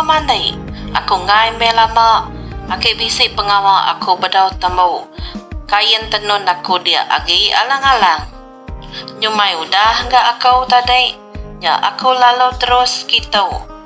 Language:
Iban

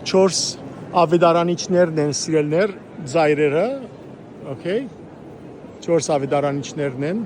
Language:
Western Armenian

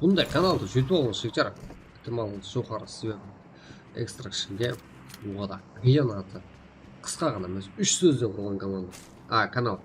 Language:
Kara-Kalpak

